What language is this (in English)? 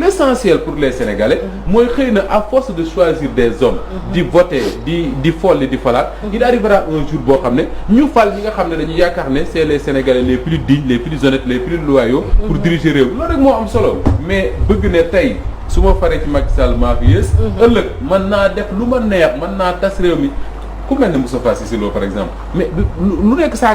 Wolof